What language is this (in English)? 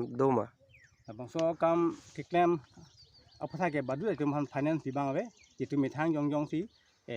Karbi